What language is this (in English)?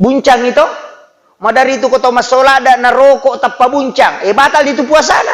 Buginese